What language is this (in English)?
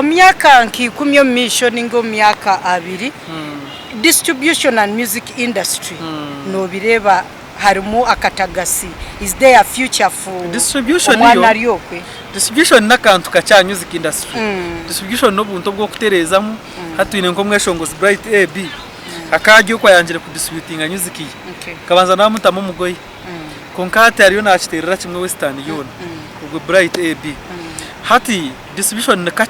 Nyankole